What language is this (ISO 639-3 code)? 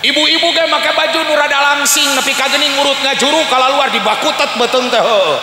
sun